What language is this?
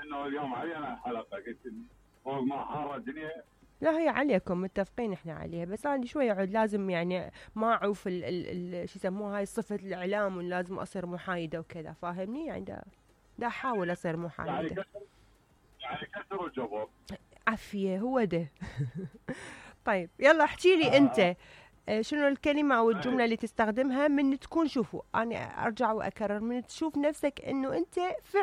Mesopotamian Arabic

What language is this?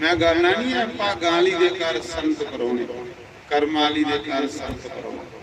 Dogri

